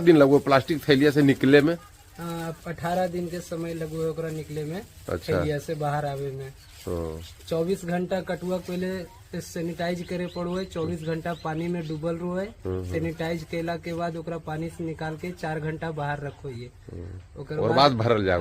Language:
Magahi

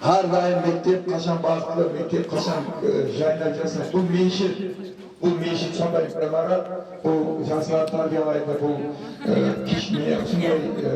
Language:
Kara-Kalpak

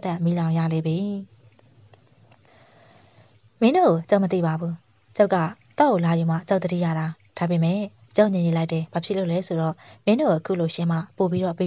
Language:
Burmese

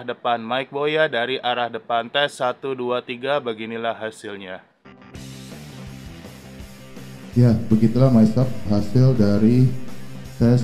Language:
Indonesian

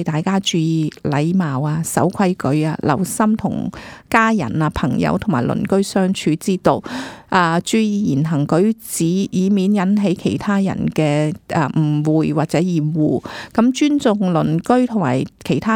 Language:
Cantonese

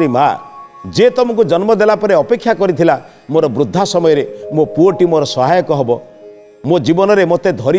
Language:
Odia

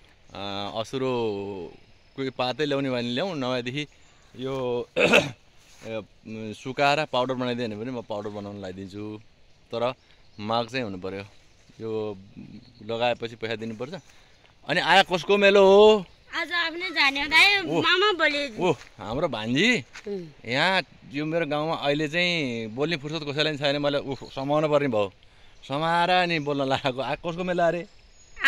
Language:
Nepali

